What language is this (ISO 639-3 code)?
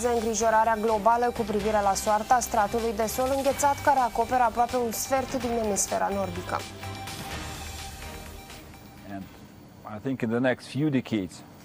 ron